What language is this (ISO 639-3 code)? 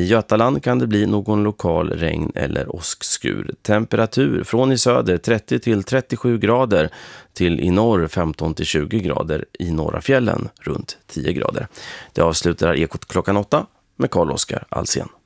swe